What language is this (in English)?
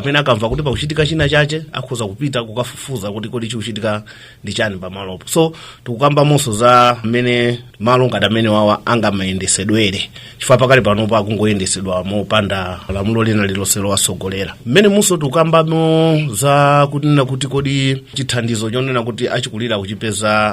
Nyanja